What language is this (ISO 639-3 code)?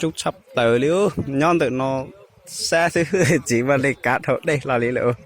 hmn